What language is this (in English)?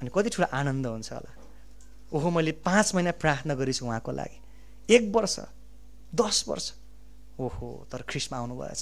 Nepali